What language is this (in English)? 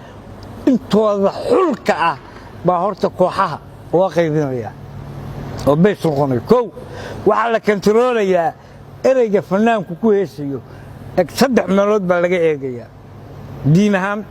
Somali